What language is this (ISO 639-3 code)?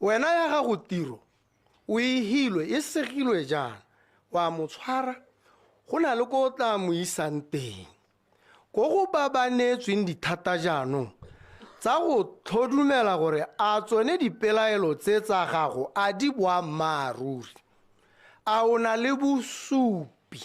tsn